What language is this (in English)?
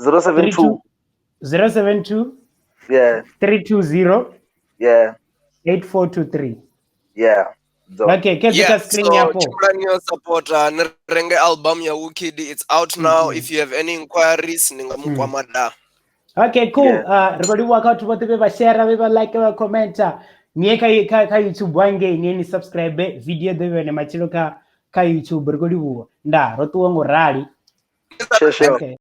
Venda